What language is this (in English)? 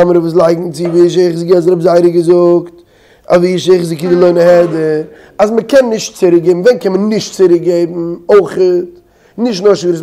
Yiddish